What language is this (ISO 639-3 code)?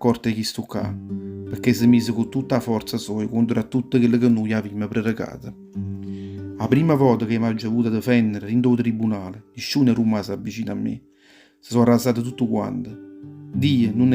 nap